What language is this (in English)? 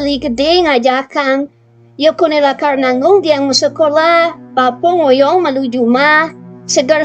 Balinese